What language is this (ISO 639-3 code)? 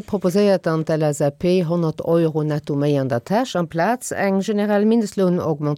ltz